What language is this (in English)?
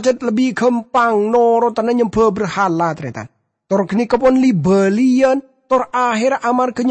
Madurese